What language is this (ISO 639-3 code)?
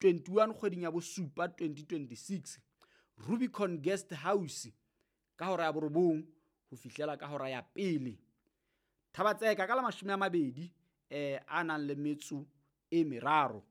sot